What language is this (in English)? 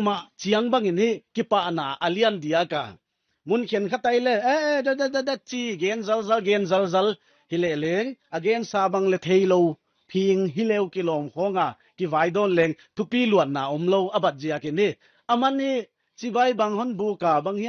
Paite Chin